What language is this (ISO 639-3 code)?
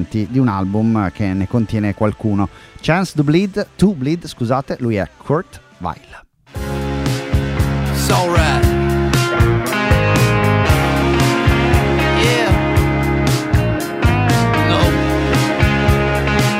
ita